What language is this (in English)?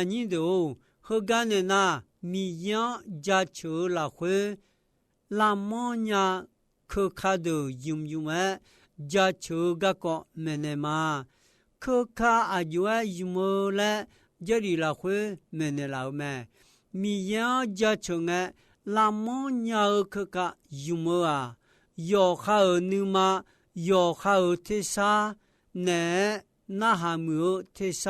Akha